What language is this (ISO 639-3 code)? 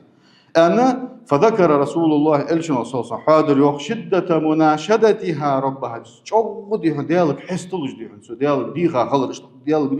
inh